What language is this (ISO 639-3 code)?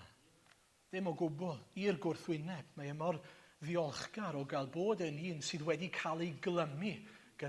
cym